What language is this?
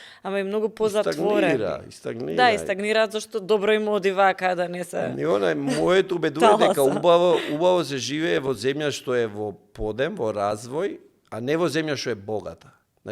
Macedonian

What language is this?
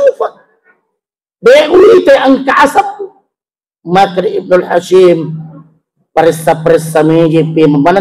Buginese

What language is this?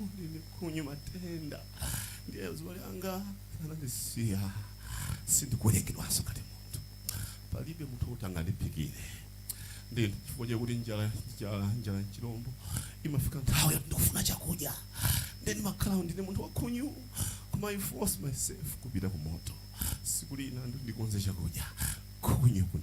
Nyanja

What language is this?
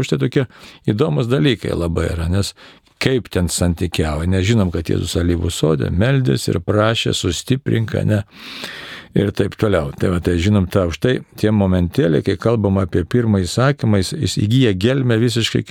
Lithuanian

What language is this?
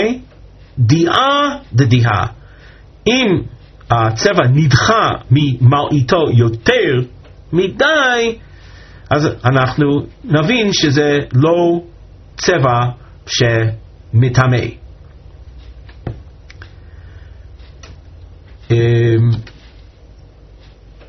Hebrew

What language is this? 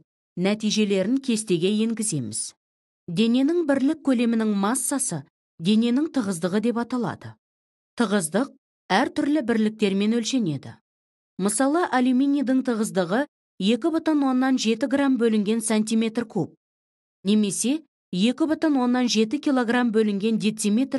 Kazakh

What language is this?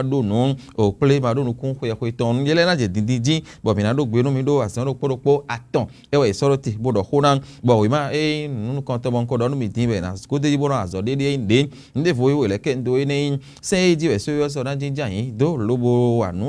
Fon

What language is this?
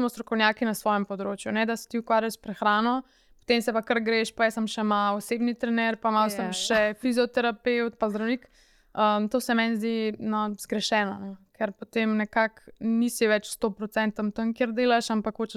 Slovenian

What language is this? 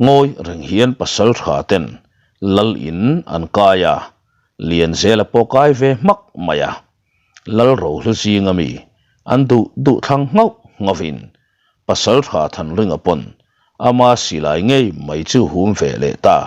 Mizo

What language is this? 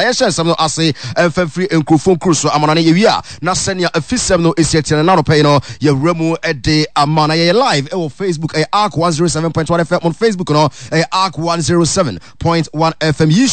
Akan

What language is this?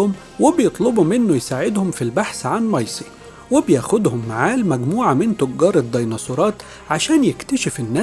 Egyptian Arabic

